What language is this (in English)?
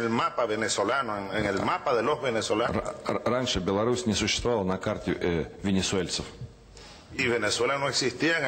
Russian